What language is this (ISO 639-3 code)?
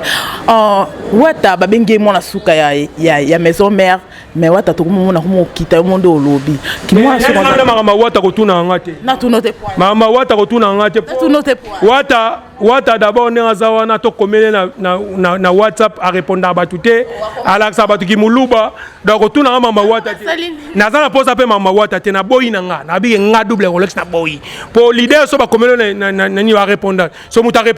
lin